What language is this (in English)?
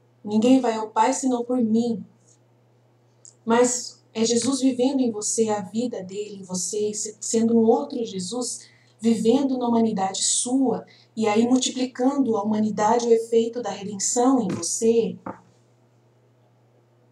Portuguese